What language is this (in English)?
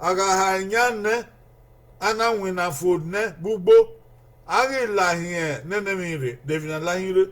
Bini